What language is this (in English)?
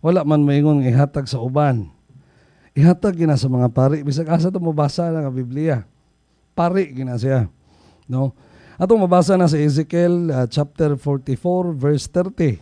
Cebuano